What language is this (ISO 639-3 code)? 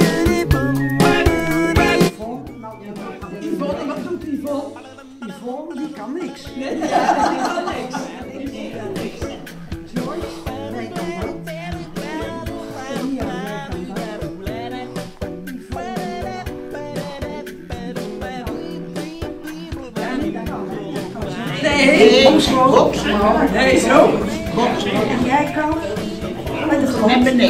nld